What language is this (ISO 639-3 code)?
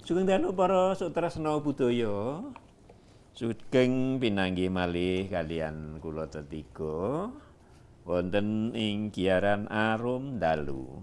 jav